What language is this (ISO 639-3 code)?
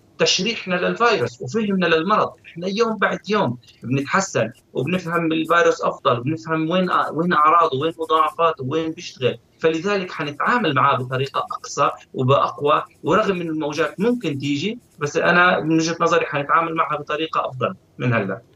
ara